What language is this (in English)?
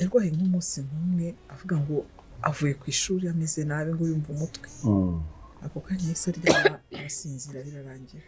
Kinyarwanda